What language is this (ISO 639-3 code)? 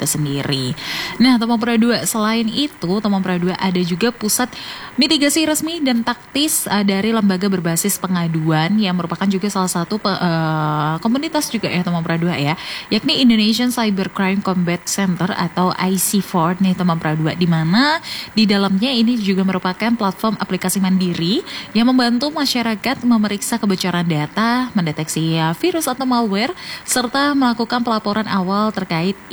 ind